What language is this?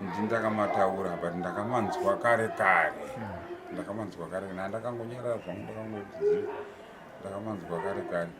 Shona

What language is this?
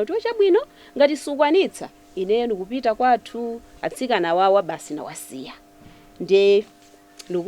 Nyanja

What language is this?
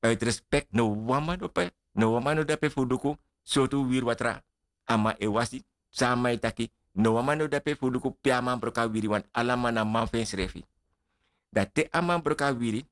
Sranan Tongo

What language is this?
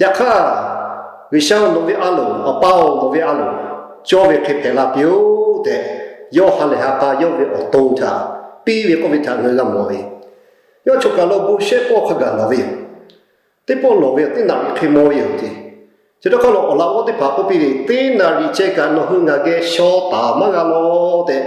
Lahu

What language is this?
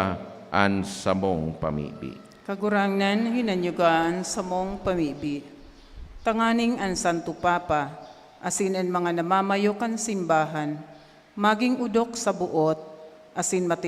Bikol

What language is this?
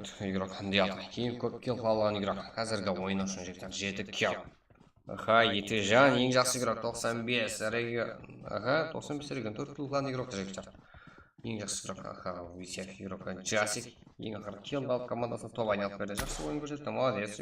Kara-Kalpak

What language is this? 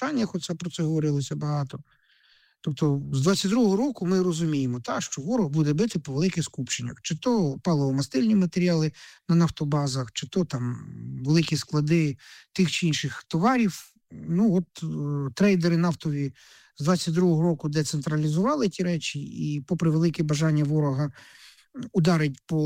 Ukrainian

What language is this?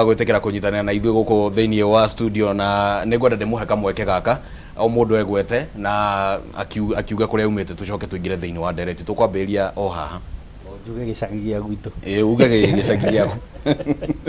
Kikuyu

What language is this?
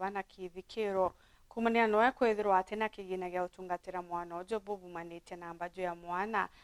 Meru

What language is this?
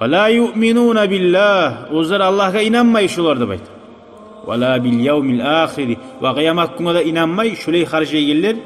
Kumyk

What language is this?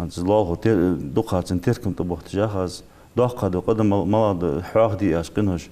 Ingush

